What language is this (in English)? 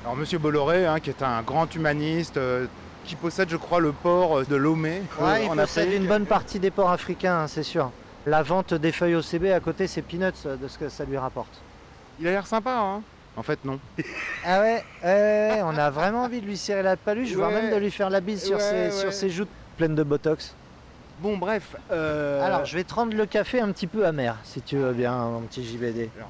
French